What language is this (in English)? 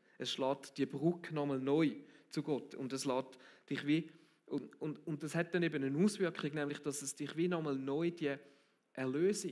Swiss German